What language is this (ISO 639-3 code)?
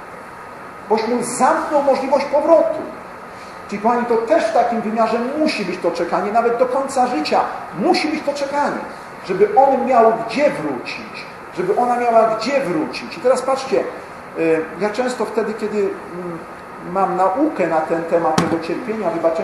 pol